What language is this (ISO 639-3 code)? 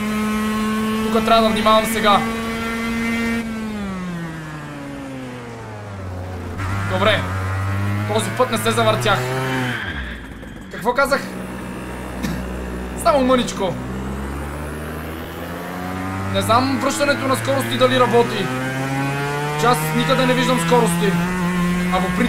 bul